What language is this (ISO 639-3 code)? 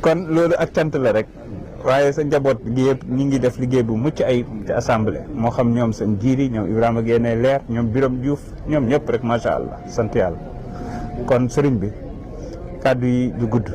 wol